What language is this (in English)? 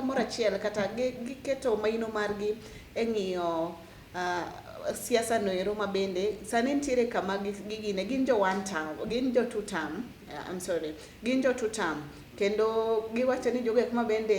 Luo (Kenya and Tanzania)